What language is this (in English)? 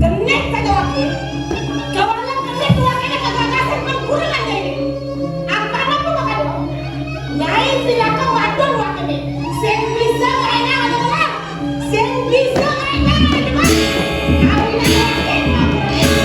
Balinese